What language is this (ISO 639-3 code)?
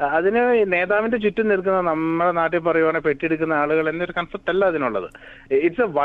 mal